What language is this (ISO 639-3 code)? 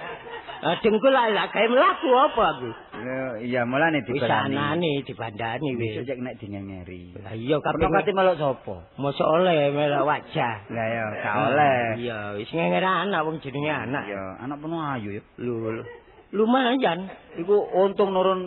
jav